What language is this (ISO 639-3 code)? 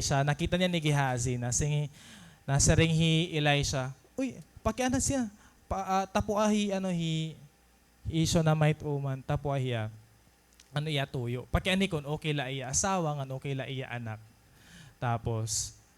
war